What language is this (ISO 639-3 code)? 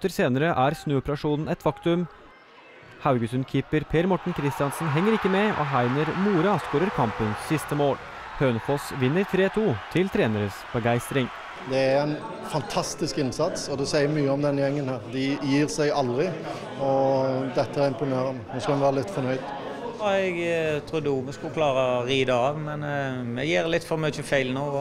nor